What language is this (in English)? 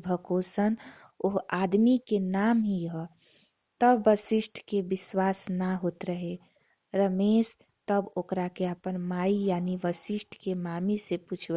Bhojpuri